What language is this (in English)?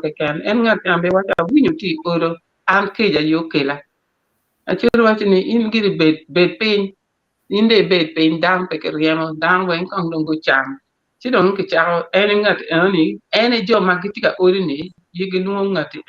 Acoli